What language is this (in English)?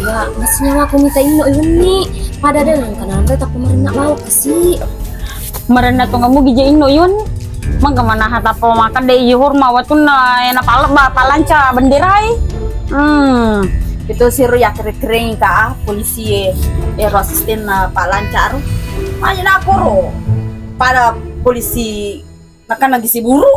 Buginese